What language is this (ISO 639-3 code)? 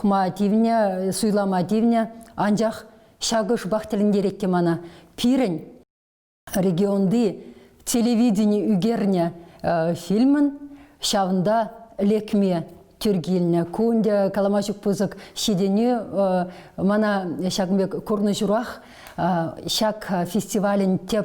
chv